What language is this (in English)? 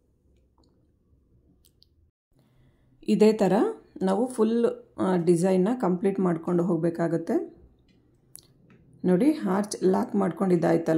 Kannada